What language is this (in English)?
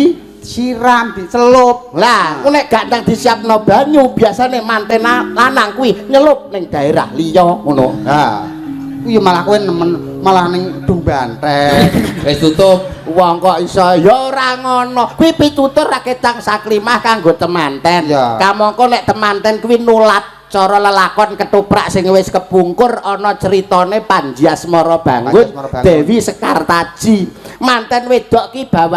Javanese